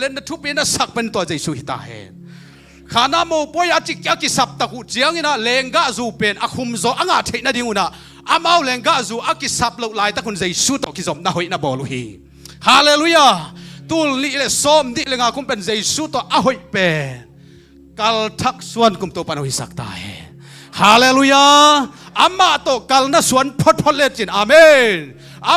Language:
Tedim Chin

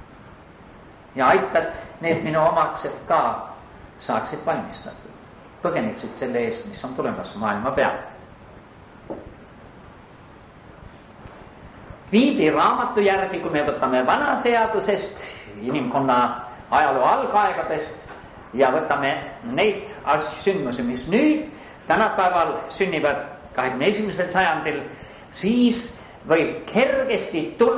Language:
Estonian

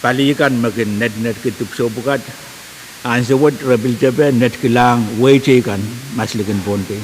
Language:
Pohnpeian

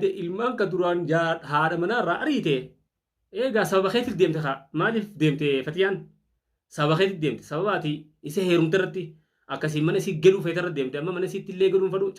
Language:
Oromo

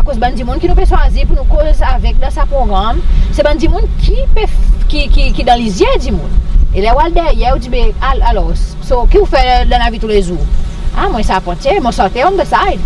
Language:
Seselwa Creole French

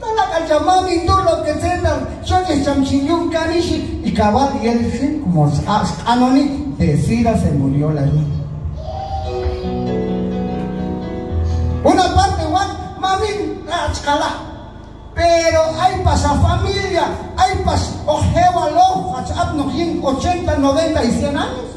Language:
Q'anjob'al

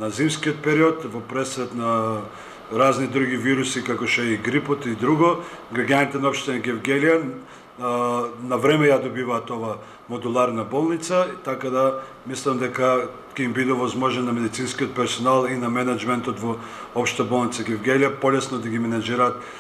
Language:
Macedonian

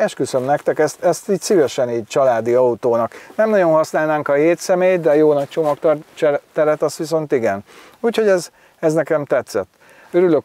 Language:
Hungarian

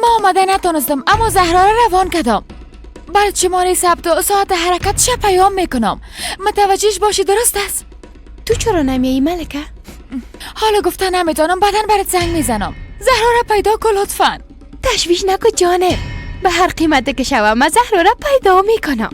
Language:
Persian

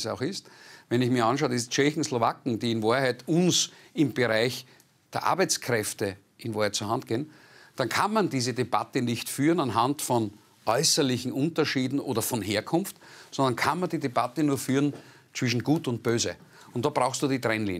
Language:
German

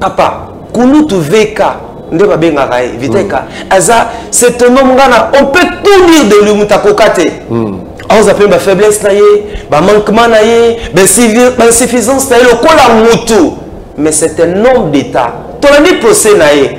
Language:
Lingala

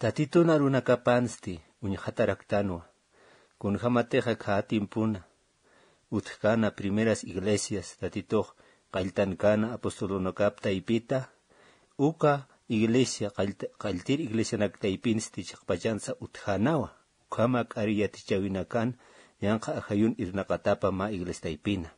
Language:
Aymara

